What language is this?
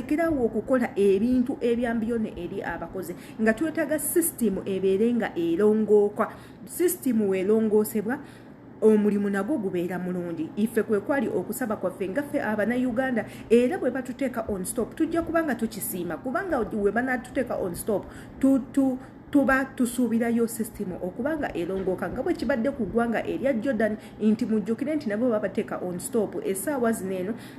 Ganda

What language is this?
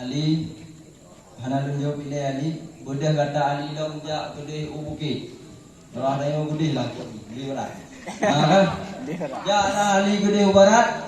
Achinese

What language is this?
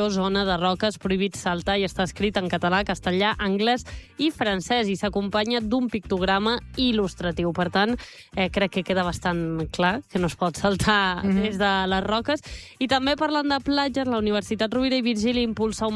Catalan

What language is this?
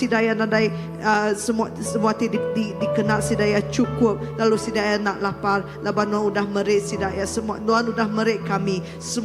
Iban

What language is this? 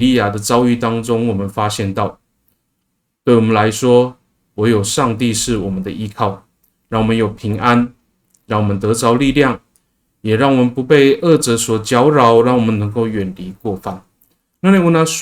Amis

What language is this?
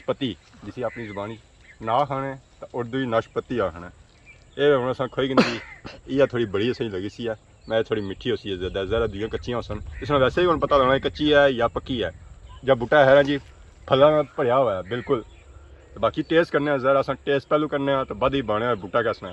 Pahari-Potwari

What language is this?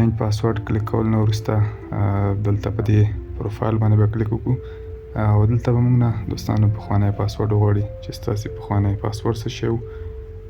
Pashto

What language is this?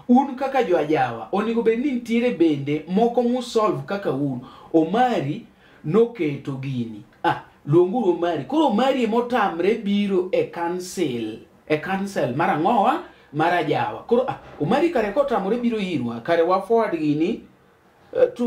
Luo (Kenya and Tanzania)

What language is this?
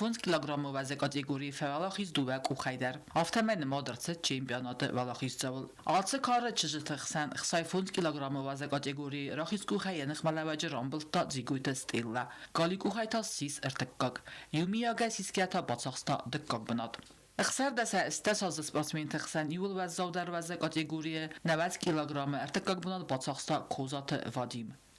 Ossetic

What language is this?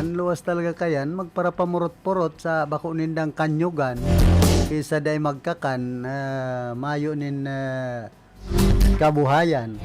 Bikol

